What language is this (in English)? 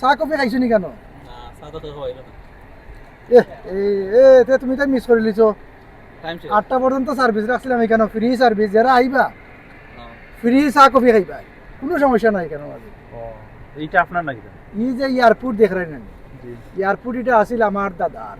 Sylheti